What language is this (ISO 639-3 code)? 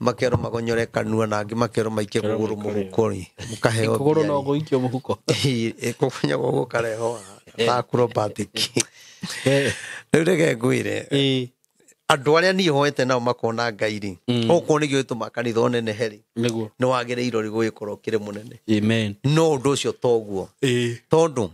kik